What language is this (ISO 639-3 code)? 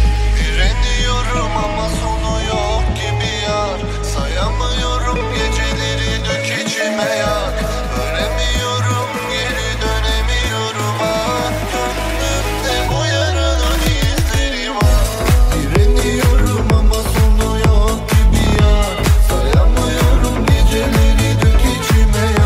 tur